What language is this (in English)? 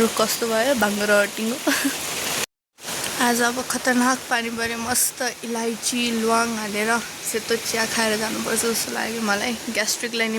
Nepali